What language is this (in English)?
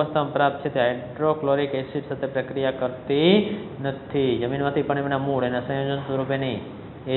Gujarati